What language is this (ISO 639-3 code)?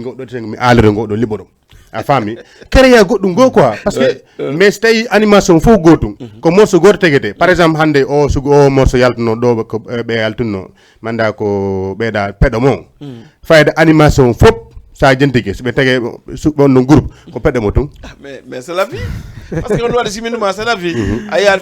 ful